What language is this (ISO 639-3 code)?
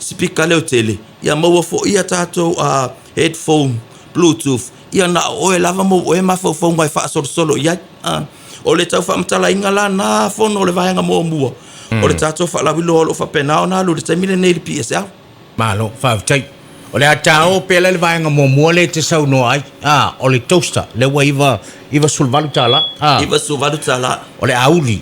smo